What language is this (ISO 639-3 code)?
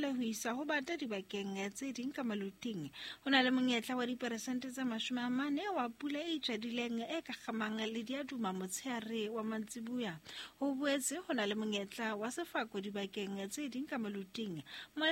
sot